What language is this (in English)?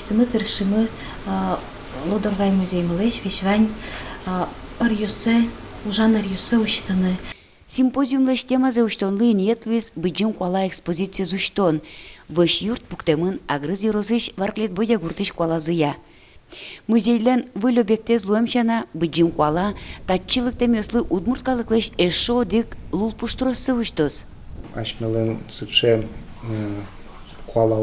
Udmurt